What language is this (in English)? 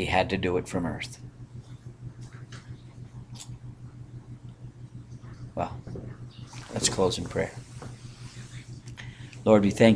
English